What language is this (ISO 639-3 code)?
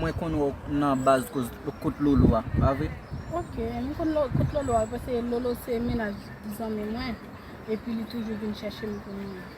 hat